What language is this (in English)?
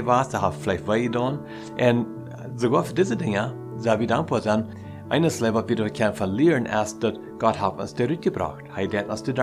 Plautdietsch